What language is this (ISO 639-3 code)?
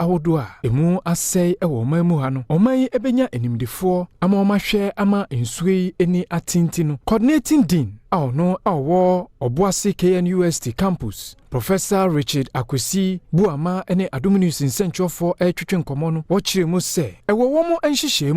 aka